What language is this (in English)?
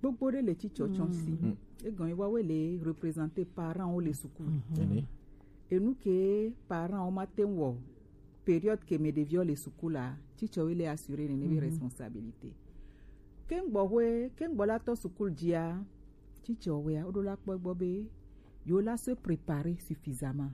Gen